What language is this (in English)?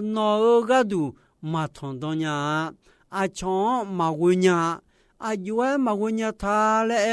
Akha